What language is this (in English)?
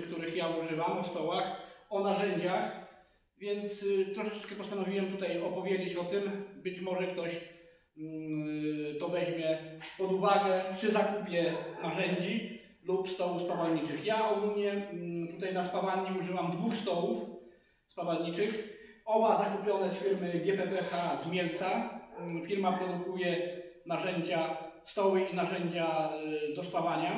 Polish